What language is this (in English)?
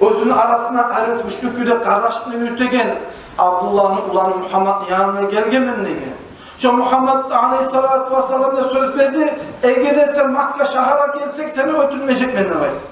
Kumyk